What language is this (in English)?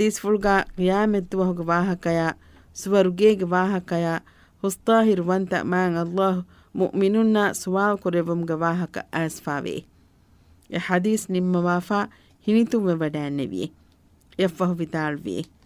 Divehi